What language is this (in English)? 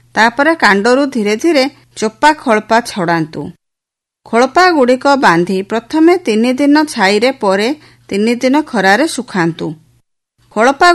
Odia